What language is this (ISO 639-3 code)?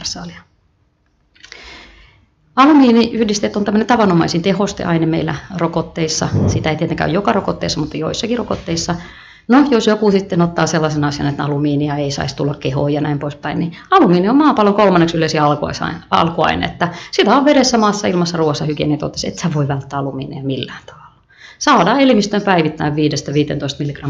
fin